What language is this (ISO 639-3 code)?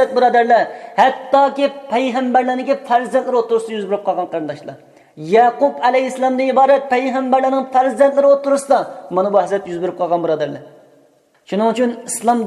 uig